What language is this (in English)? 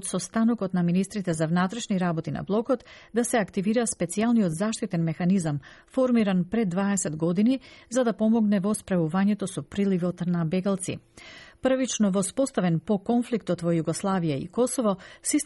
Macedonian